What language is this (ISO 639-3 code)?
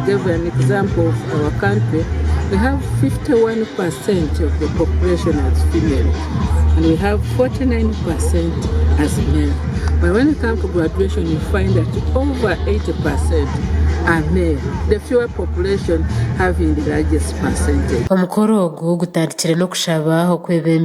nyn